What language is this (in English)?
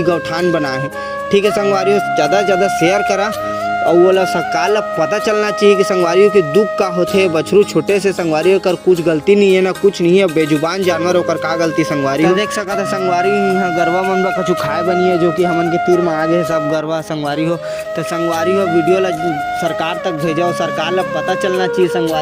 Chhattisgarhi